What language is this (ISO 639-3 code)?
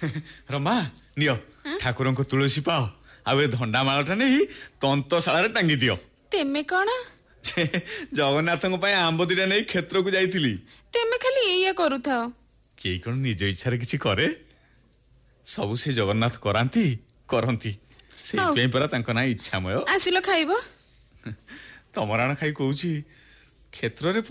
ori